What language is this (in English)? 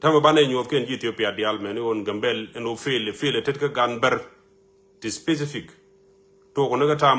Nuer